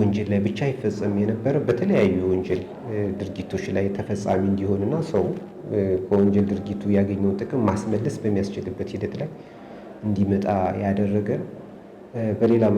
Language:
Amharic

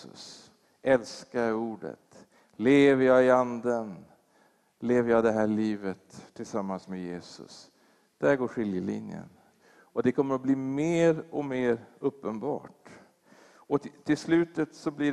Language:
Swedish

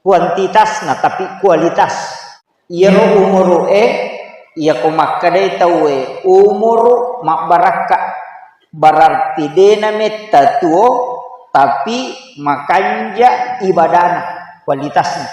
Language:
Buginese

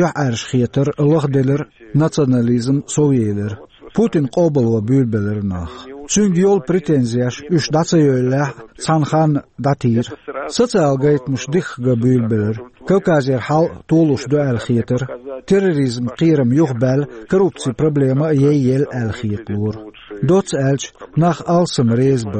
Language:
Chechen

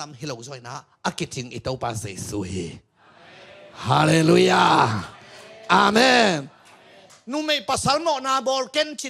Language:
Tedim Chin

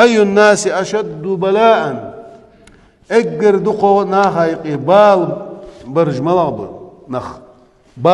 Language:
Ingush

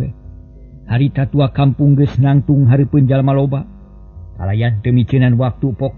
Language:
Sundanese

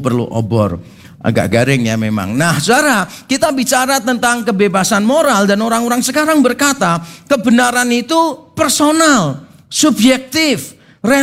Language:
Indonesian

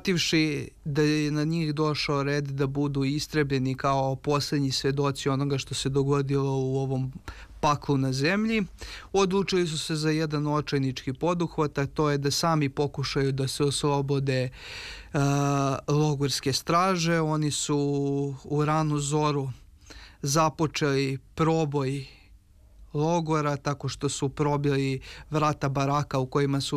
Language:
Serbian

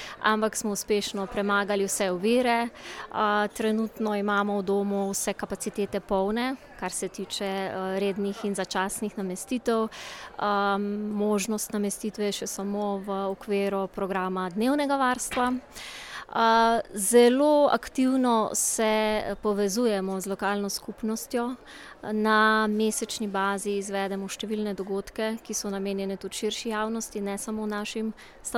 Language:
Slovenian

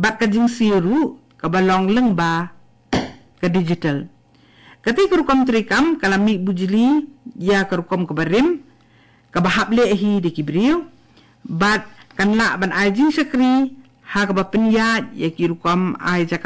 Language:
Khasi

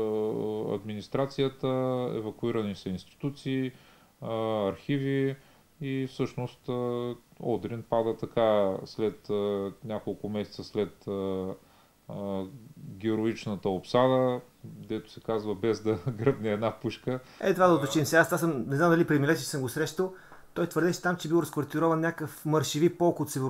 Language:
Bulgarian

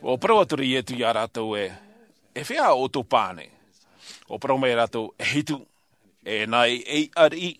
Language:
Tahitian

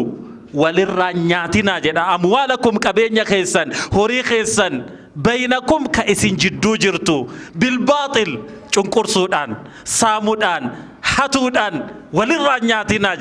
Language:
Oromo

